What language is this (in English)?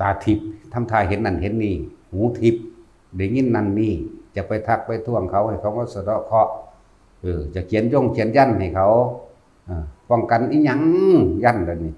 Northeastern Thai